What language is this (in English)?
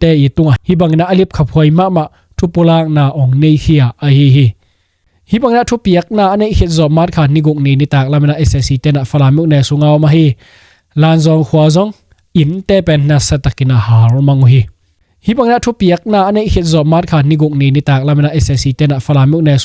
Tedim Chin